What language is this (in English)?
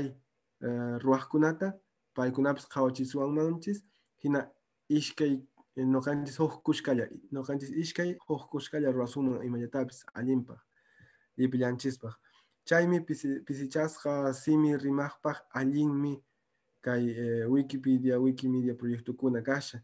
Quechua